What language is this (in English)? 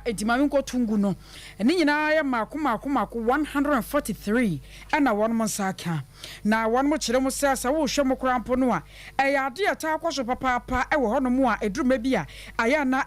Akan